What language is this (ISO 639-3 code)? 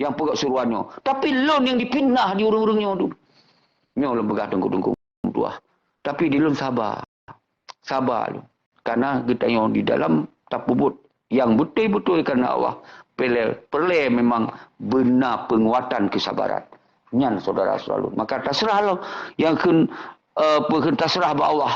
ace